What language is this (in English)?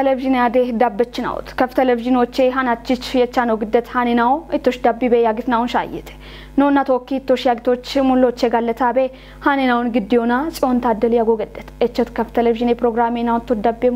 Kafa